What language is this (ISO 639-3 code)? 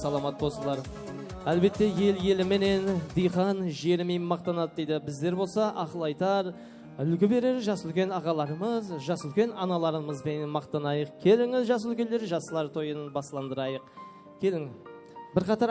kaa